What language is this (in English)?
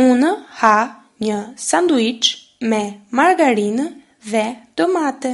Albanian